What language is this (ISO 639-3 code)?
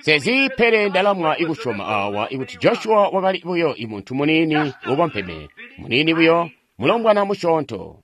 toi